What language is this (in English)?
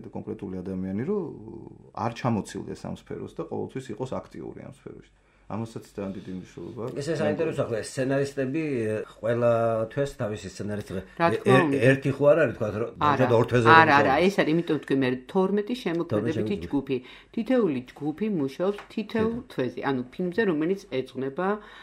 Georgian